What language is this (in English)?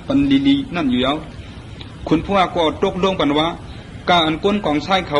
Shan